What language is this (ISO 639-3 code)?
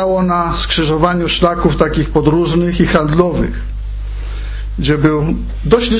pol